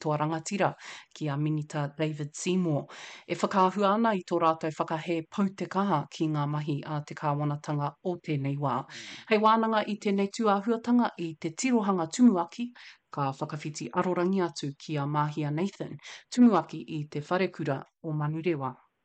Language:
Māori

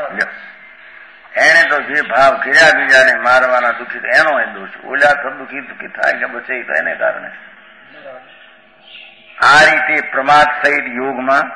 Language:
Gujarati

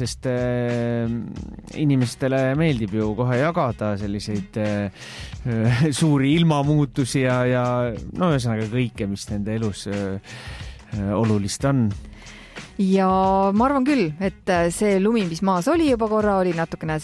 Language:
Estonian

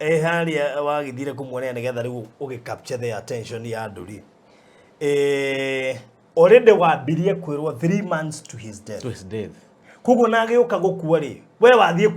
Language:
Kikuyu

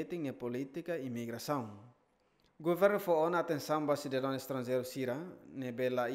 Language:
Tetum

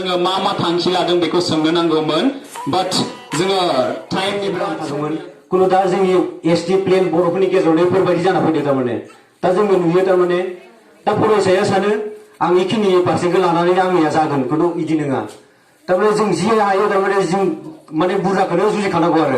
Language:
Bodo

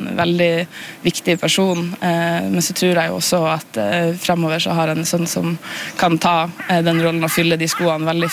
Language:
Norwegian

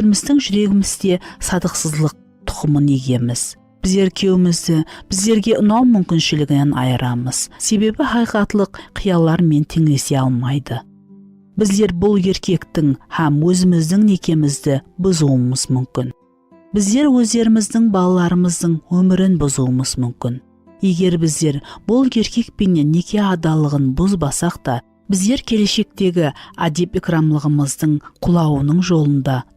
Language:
Kara-Kalpak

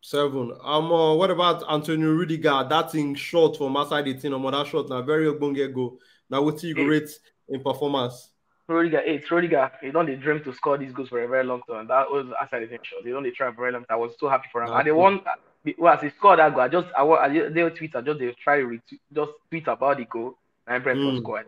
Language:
Nigerian Pidgin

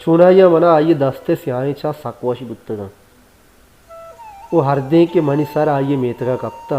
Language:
Baluchi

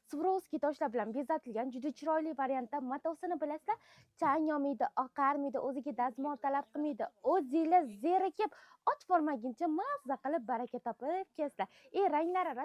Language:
Uzbek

